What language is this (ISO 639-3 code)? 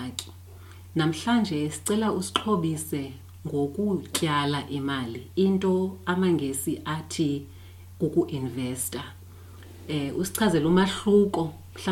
xho